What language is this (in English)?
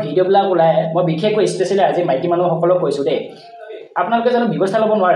Assamese